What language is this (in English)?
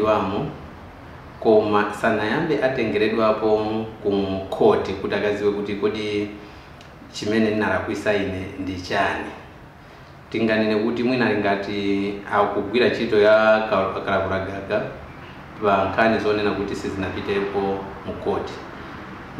Nyanja